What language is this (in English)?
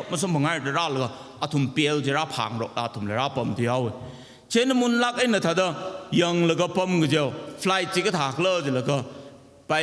Tangkhul Naga (India)